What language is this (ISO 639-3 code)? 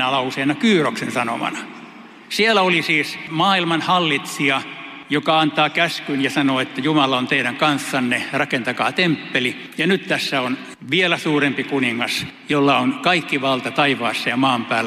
fin